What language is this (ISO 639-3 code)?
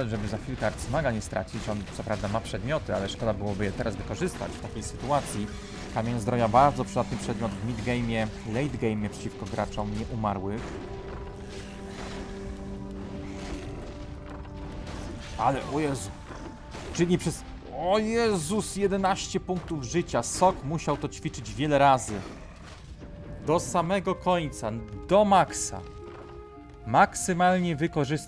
pol